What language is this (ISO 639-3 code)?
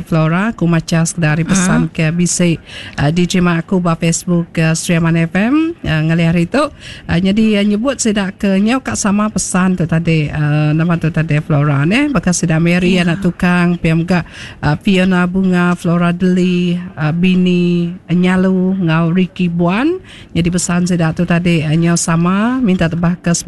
iba